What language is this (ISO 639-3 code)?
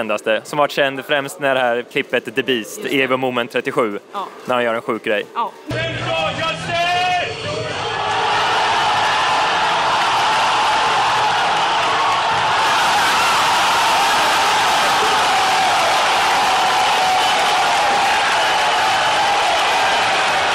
swe